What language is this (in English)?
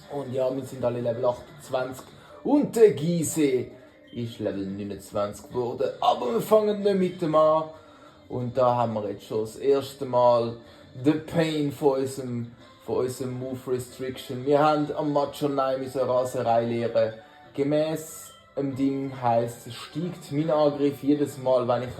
Swiss German